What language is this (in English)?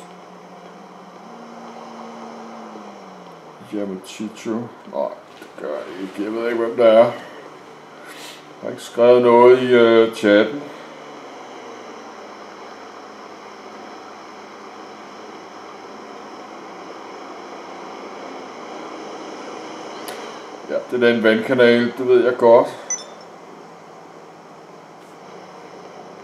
Danish